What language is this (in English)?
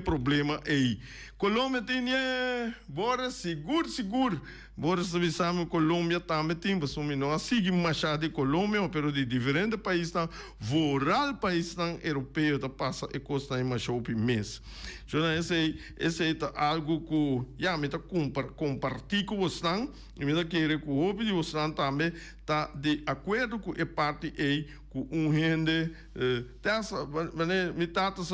Papiamento